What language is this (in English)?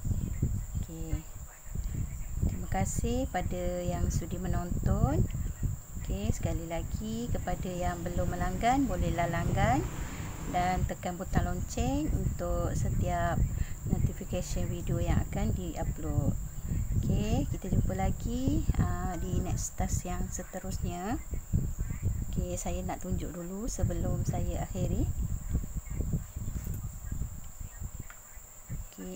Malay